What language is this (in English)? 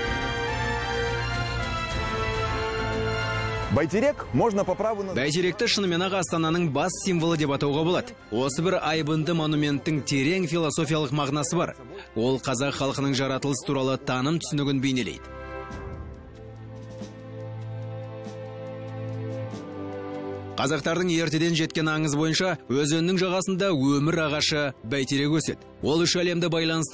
Kazakh